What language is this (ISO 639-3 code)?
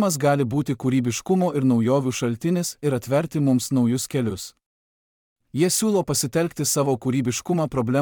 lit